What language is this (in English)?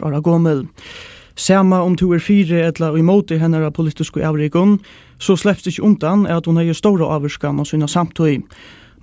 Faroese